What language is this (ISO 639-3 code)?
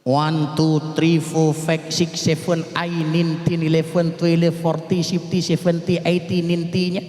ace